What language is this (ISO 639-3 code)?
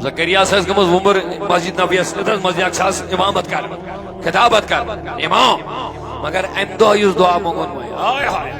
kas